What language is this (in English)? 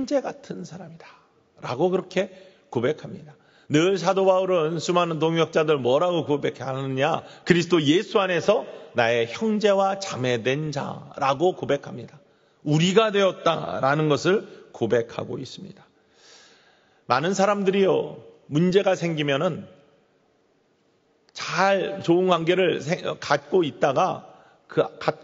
Korean